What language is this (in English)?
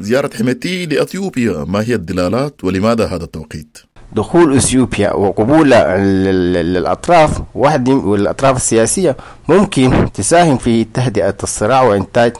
Sudanese Arabic